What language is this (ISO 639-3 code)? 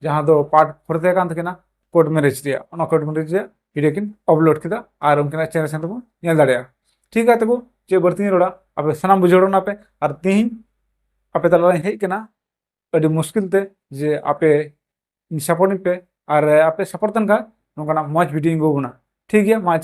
sat